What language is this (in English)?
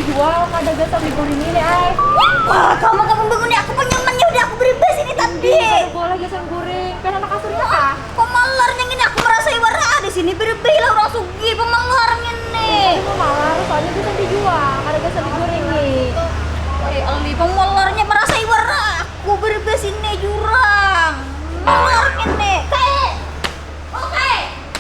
Banjar